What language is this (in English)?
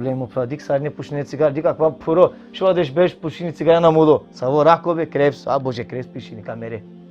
Balkan Romani